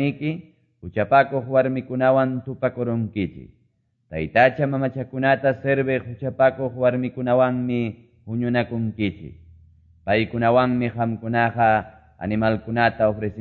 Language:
Quechua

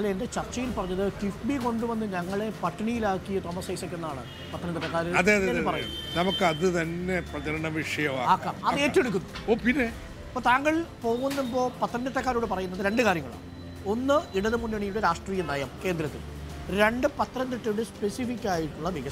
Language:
Malayalam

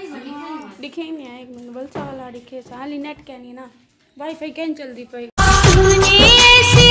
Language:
Saraiki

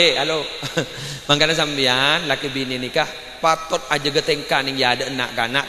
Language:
Madurese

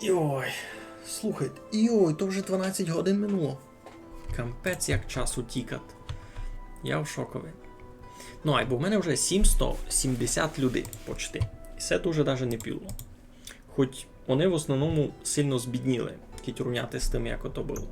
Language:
Rusyn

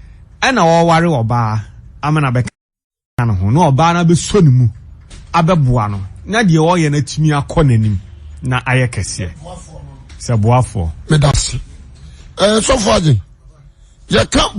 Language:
Akan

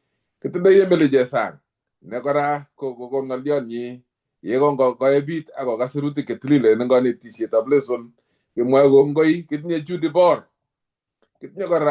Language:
Kalenjin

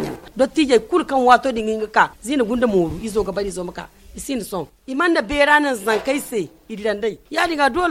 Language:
Zarma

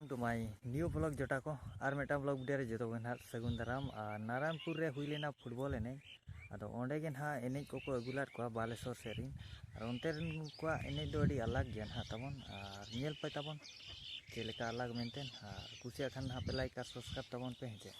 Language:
Santali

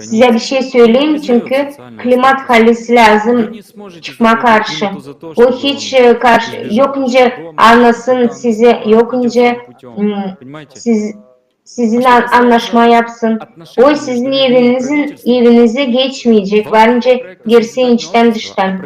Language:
Gagauz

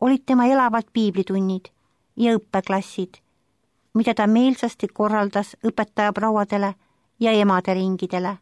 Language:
Estonian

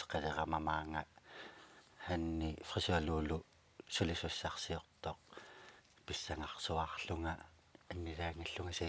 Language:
Kalaallisut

